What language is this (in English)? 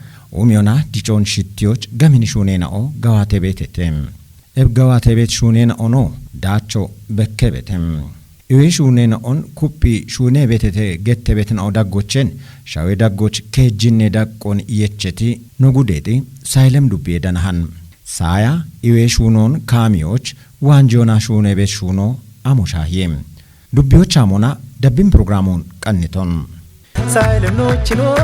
Kafa